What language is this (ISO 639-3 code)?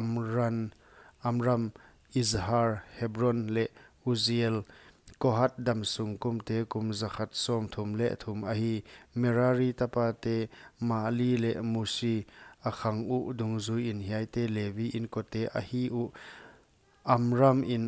pck